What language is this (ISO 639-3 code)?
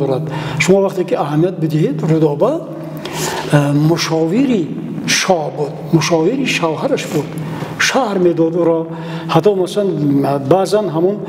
tgk